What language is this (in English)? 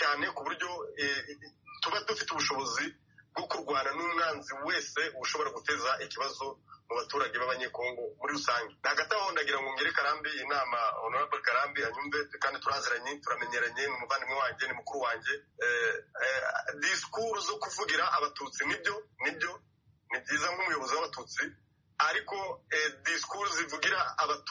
Kinyarwanda